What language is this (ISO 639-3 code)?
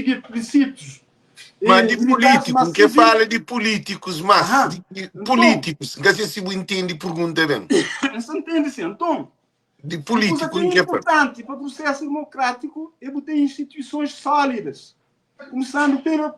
kea